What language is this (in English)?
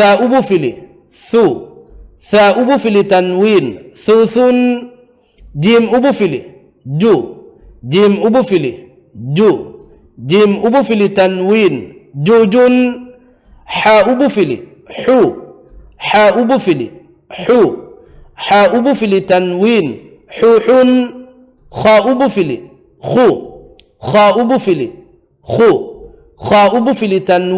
Divehi